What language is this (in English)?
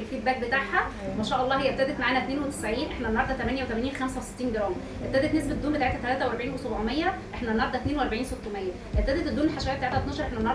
Egyptian Arabic